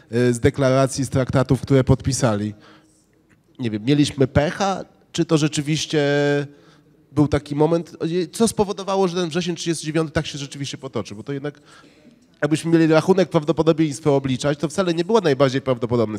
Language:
Polish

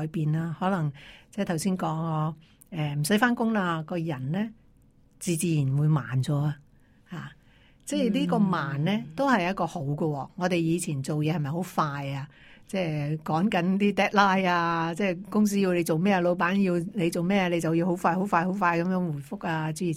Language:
Cantonese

